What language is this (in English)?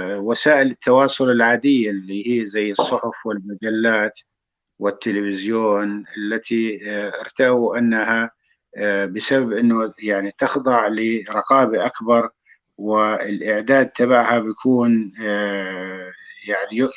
North Levantine Arabic